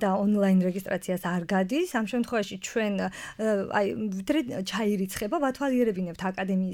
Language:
Georgian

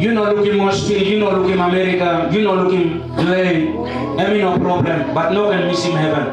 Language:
Tok Pisin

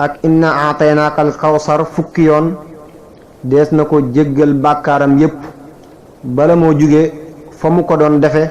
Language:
Wolof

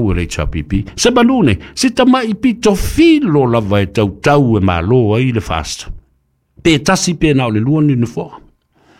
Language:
Samoan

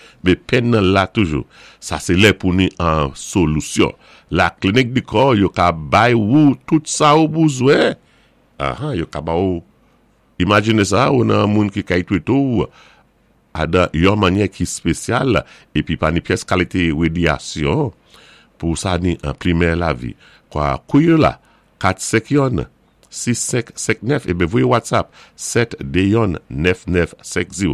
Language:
Saint Lucian Creole French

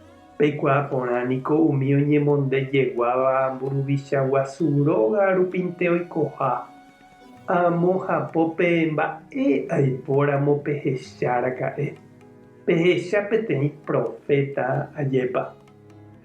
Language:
Guarani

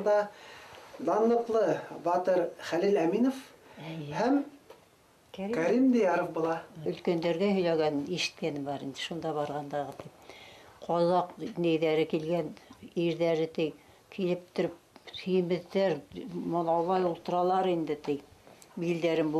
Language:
Bashkir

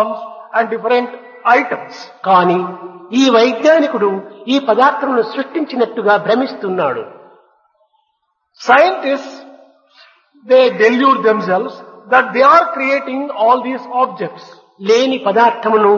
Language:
Telugu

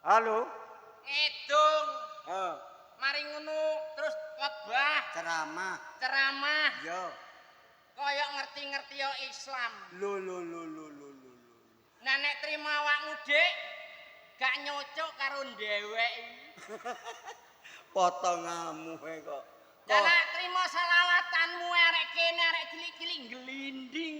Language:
Javanese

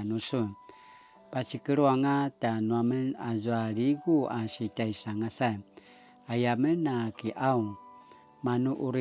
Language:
Paiwan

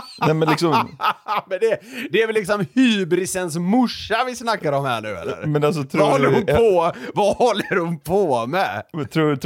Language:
Swedish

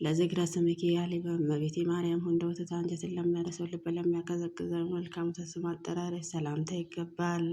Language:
Amharic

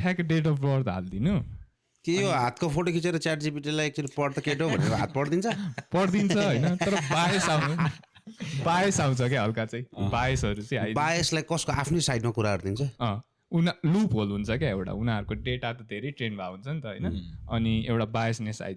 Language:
Nepali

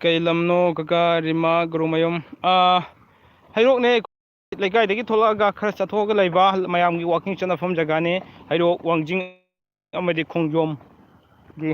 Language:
Manipuri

